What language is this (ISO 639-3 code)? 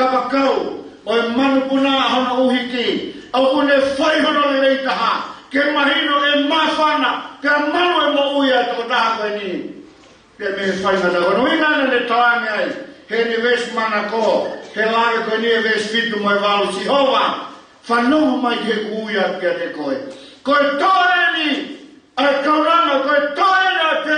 ton